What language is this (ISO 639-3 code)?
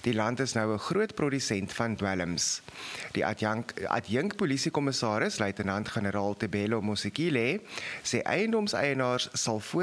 afr